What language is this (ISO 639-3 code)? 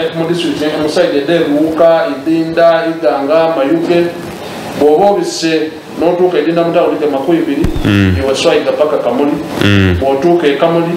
xog